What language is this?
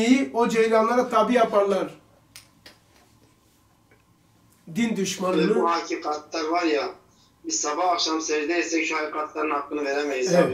Turkish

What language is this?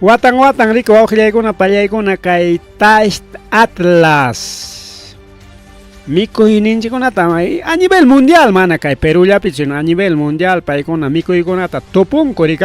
Ayacucho Quechua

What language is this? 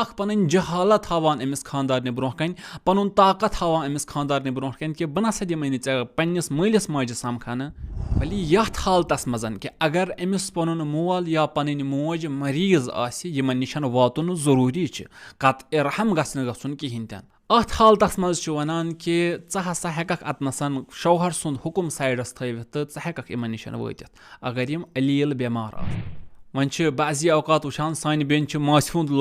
Kashmiri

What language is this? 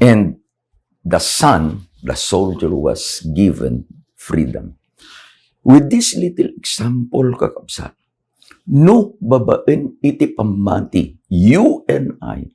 Iloko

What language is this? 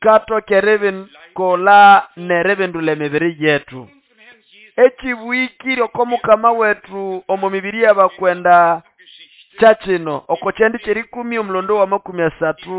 Nande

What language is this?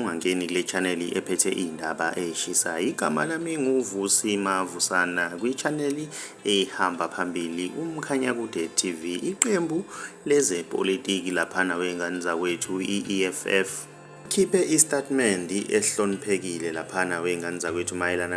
Zulu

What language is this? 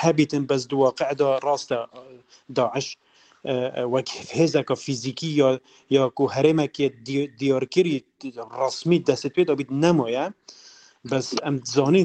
Kurdish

